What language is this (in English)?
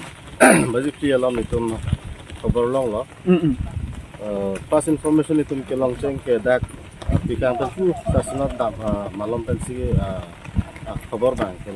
Karbi